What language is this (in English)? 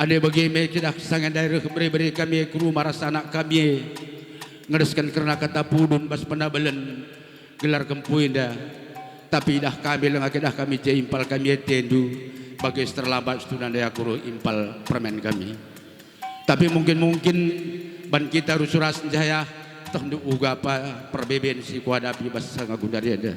Batak Karo